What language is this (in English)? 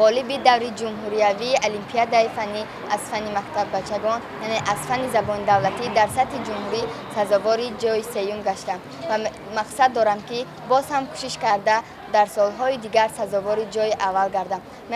Tajik